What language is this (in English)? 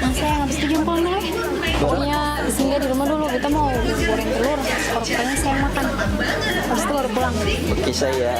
Ambonese Malay